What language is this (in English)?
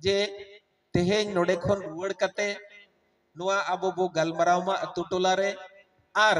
Santali